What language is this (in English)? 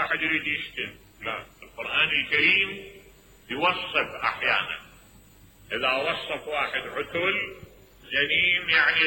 Mesopotamian Arabic